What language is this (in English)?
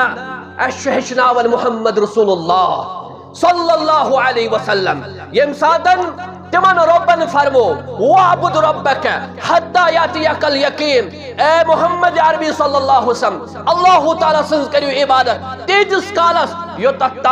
Kashmiri